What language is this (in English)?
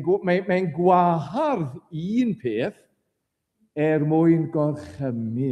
Welsh